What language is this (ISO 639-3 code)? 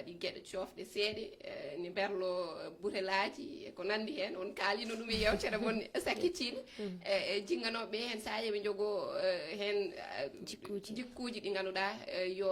ful